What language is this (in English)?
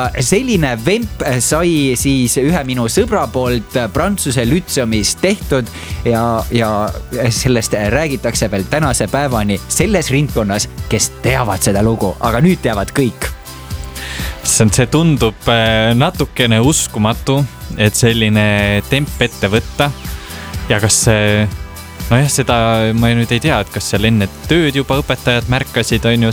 Estonian